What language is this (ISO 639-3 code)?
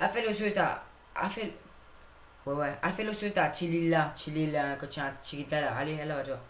mfe